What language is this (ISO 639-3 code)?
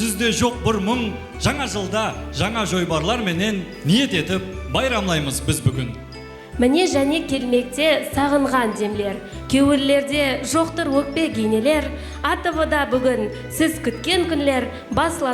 kaa